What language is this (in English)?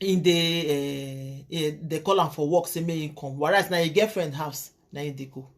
Nigerian Pidgin